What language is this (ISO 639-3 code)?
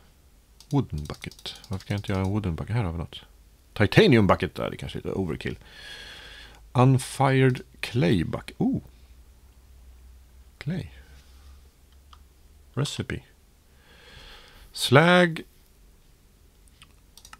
swe